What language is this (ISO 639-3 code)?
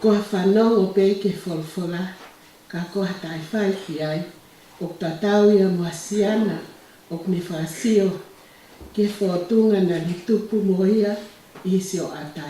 ton